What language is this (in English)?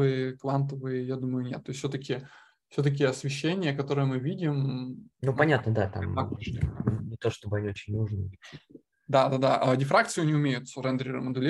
Russian